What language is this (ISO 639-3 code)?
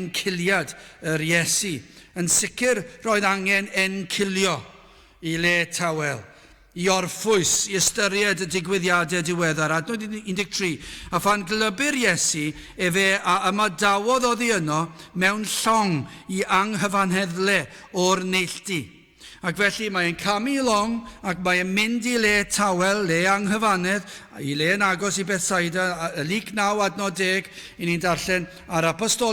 cym